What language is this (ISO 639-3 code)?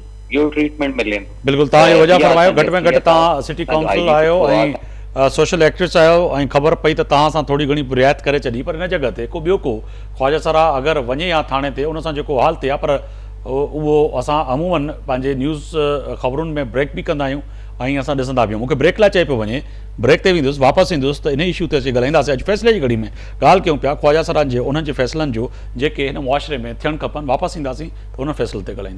snd